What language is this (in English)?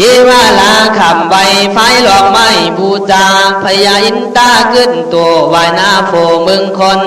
Khün